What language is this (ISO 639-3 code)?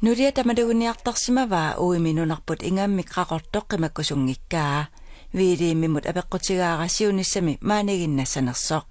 kal